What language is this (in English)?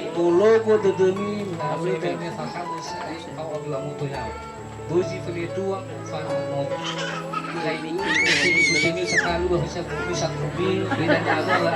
Nias